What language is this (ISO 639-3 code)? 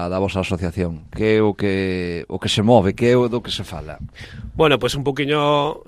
glg